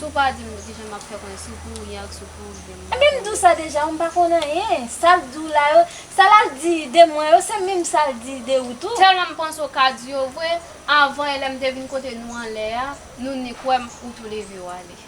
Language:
Haitian Creole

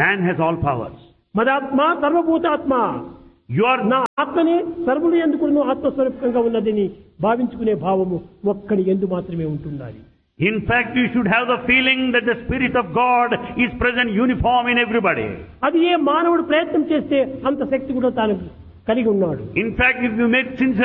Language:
Telugu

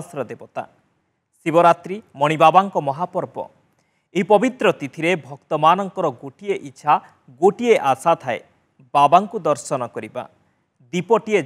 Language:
Odia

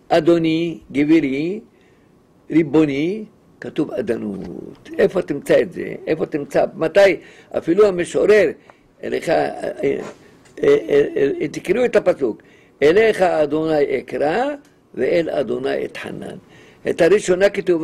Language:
Hebrew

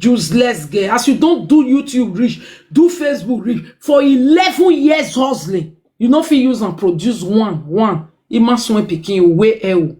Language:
Nigerian Pidgin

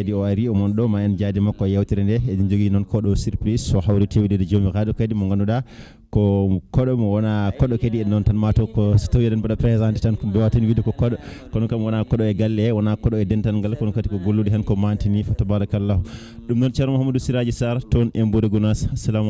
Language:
Fula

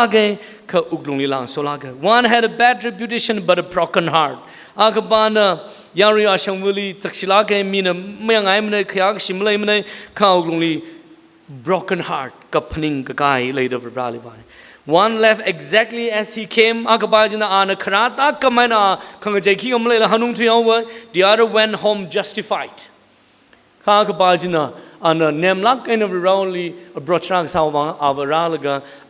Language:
Tangkhul Naga (India)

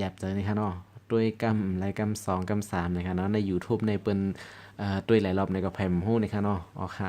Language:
Shan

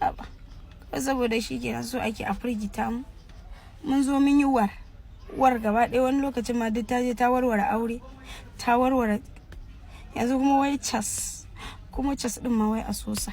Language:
Hausa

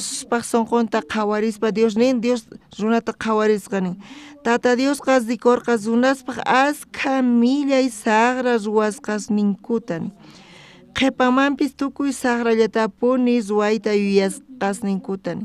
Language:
South Bolivian Quechua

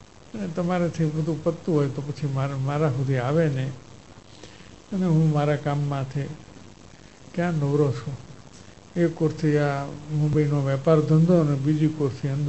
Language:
Gujarati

